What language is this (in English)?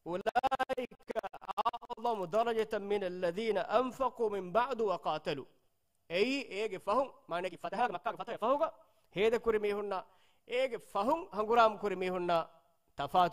Divehi